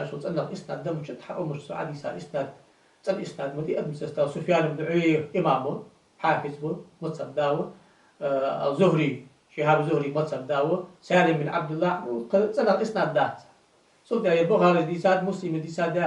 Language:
Ingush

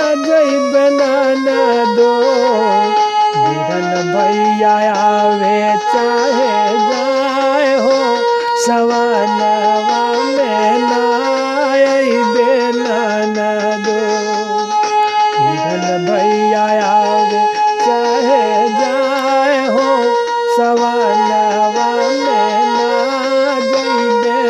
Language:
Bhojpuri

